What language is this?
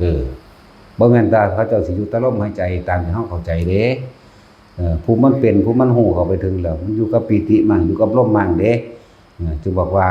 Northeastern Thai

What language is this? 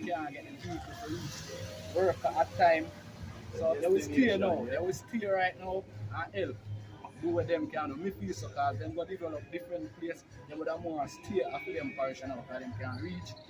Jamaican Creole English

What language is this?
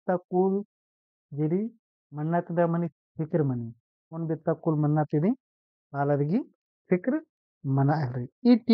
Kurukh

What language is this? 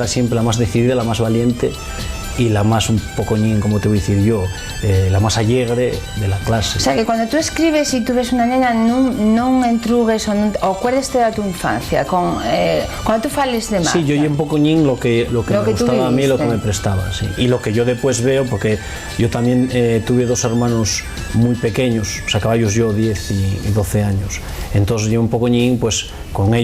Asturian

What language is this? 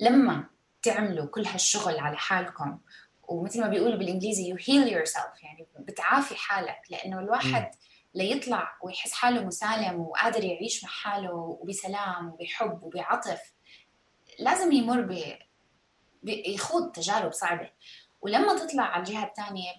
North Levantine Arabic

